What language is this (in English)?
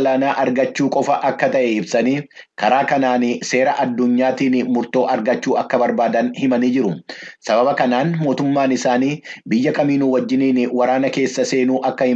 Oromo